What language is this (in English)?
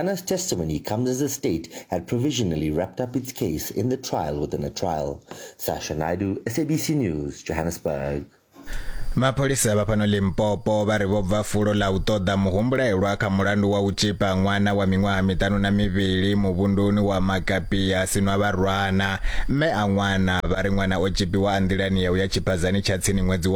Venda